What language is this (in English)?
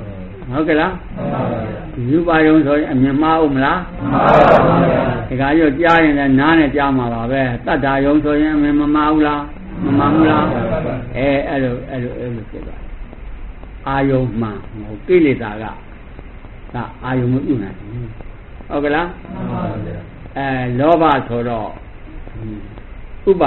Burmese